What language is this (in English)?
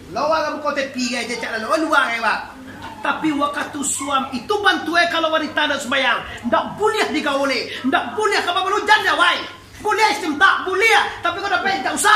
Minangkabau